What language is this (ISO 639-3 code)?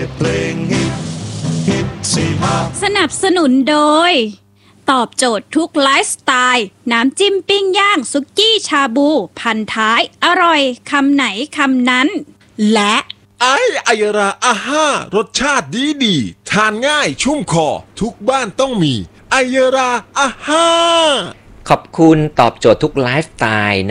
tha